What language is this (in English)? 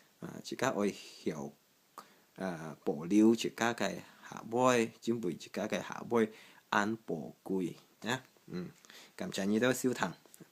Hakka Chinese